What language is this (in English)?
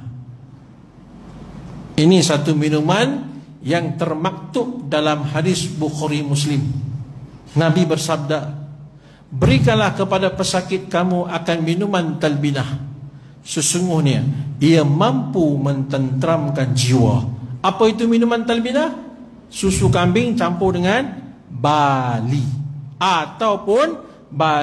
Malay